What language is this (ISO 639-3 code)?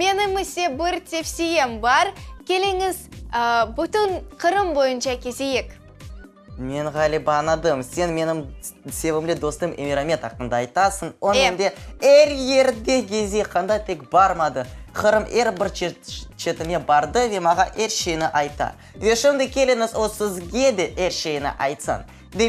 crh